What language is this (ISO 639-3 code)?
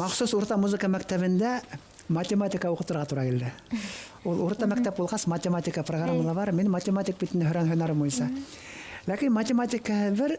bak